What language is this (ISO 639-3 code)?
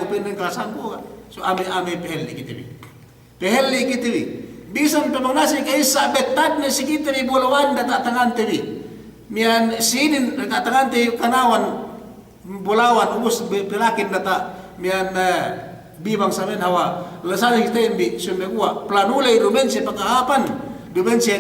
yka